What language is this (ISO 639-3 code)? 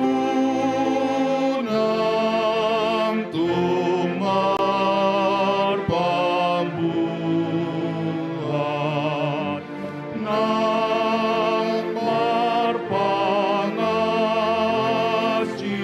bbc